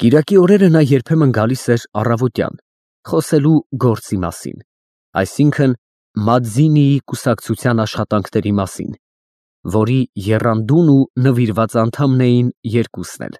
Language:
Armenian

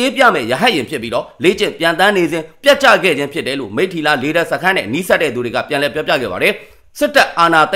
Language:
Burmese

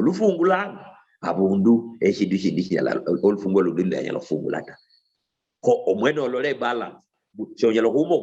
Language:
Luyia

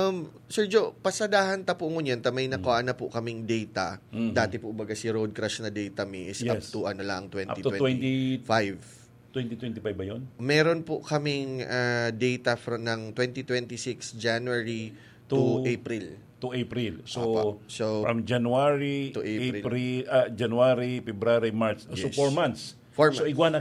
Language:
Bikol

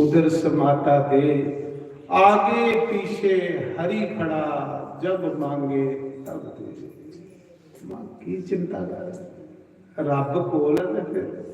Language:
Dogri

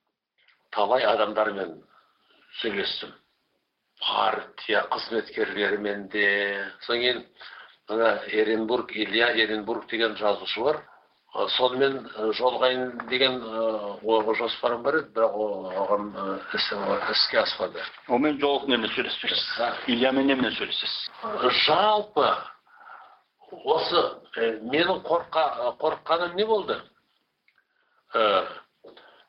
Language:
Kazakh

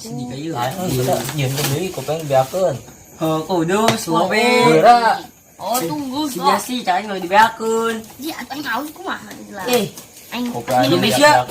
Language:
Sundanese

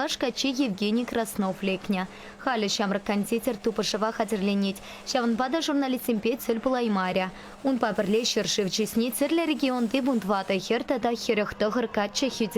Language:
Chuvash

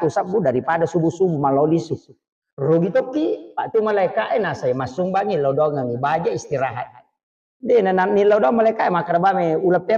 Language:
Buginese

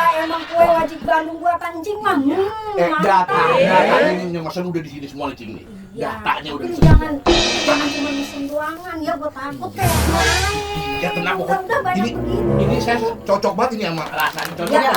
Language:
Betawi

